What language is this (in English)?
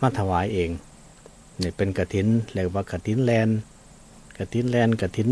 Northeastern Thai